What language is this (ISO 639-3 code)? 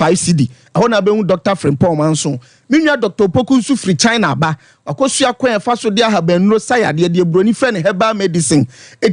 aka